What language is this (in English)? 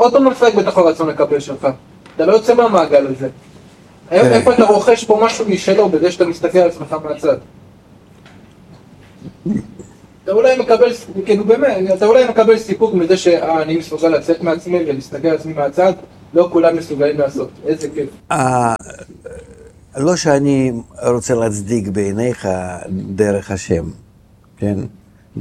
Hebrew